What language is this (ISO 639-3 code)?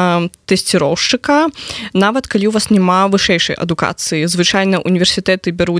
bel